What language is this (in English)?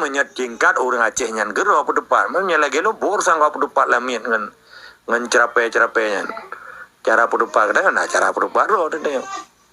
Achinese